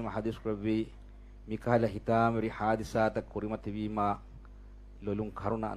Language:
Divehi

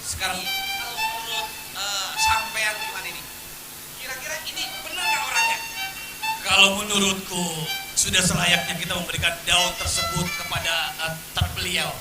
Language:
Betawi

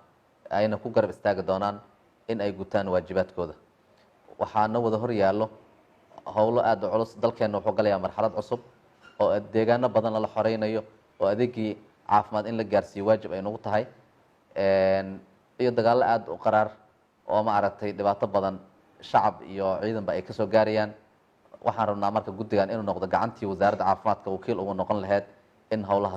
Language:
Somali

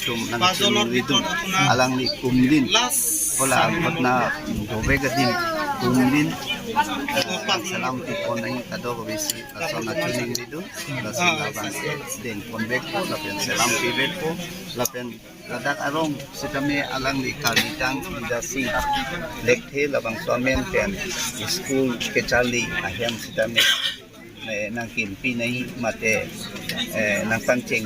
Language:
Karbi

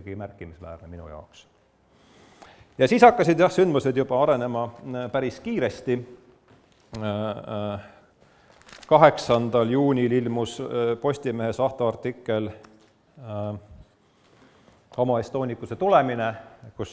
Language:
Estonian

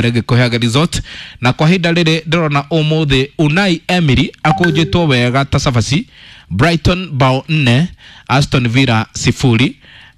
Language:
Kikuyu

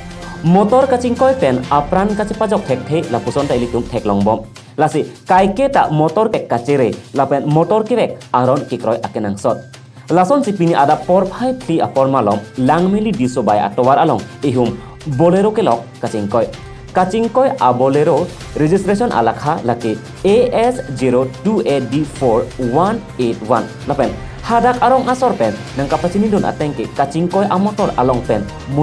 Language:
Karbi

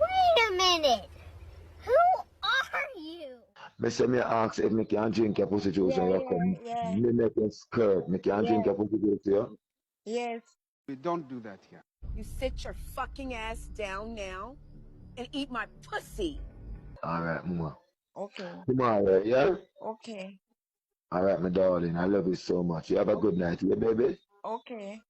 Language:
Jamaican Creole English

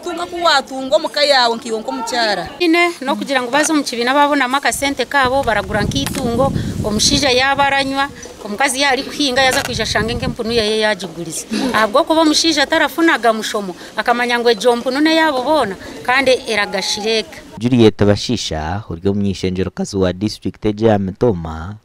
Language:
Nyankole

